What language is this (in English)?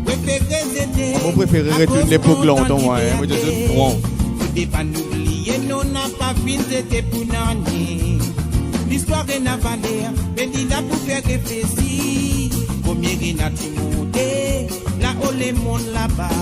Morisyen